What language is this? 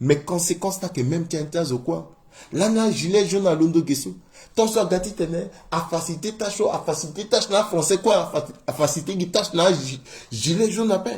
Sango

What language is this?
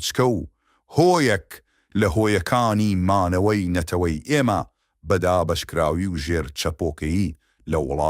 Central Kurdish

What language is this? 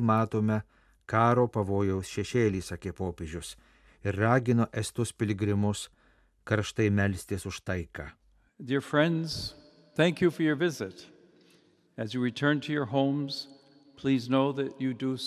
Lithuanian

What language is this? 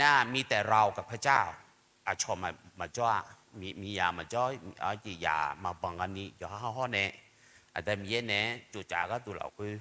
Akha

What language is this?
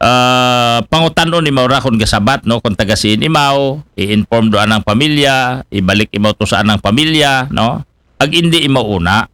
Aklanon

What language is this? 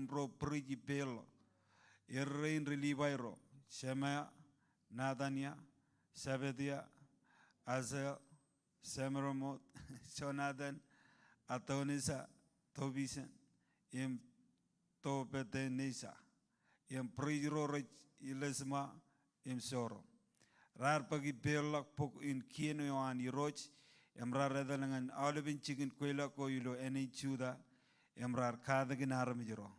Marshallese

